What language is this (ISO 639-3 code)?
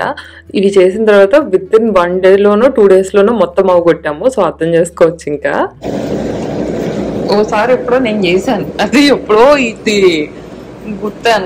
tel